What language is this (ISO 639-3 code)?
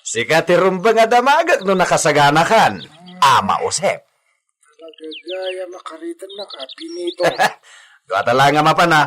ilo